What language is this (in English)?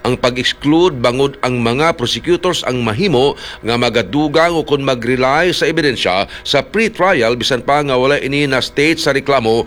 Hiligaynon